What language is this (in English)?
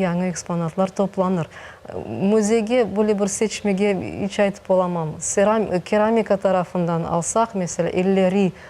Crimean Tatar